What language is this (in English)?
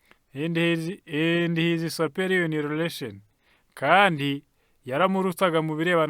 Kinyarwanda